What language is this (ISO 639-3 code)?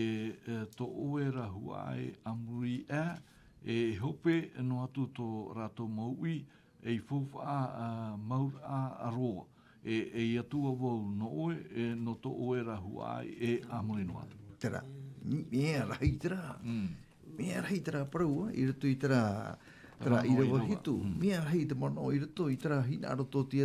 tah